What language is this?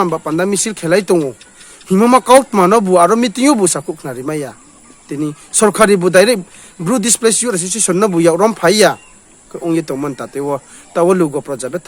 Riang (India)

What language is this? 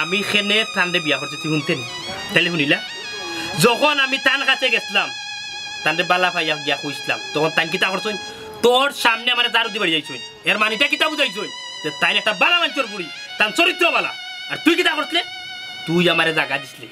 Sylheti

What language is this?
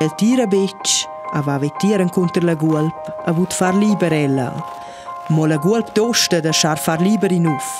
Romansh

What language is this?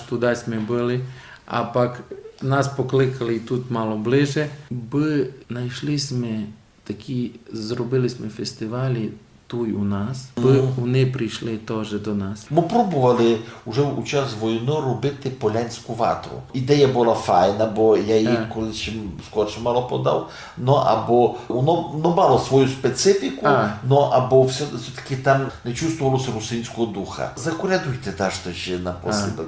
Rusyn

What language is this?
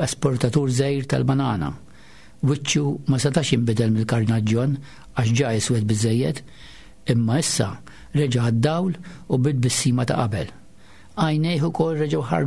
Maltese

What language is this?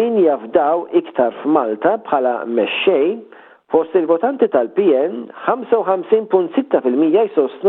Maltese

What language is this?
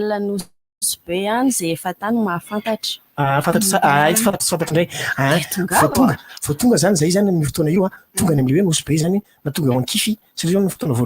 Malagasy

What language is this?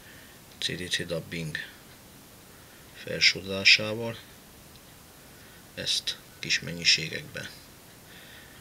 Hungarian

